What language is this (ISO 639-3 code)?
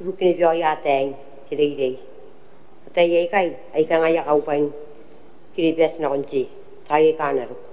gil